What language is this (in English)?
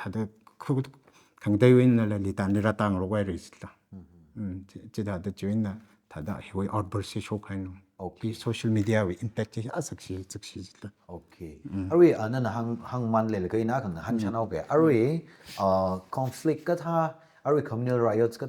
Tangkhul Naga (India)